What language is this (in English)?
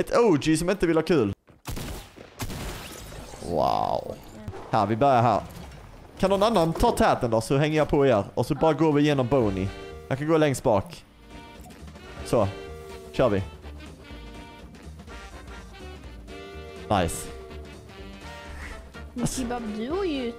Swedish